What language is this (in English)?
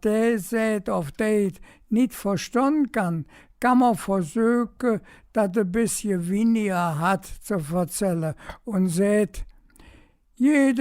Colognian